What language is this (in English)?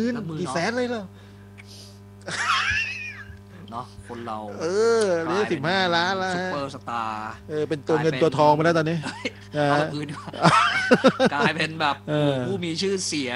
Thai